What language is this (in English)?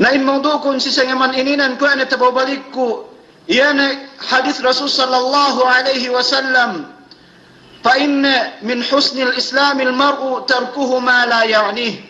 Yakan